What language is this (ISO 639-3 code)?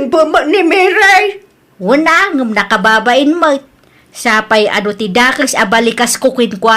ilo